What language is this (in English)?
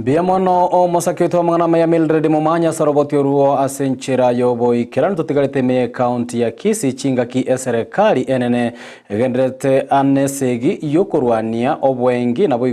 Gusii